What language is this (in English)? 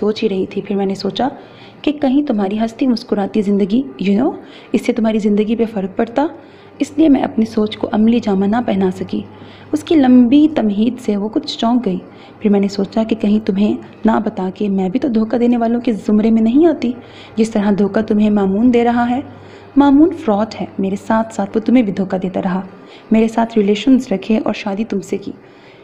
Urdu